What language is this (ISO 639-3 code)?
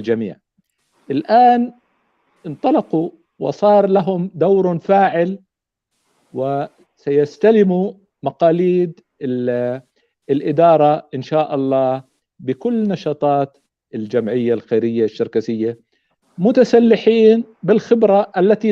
apc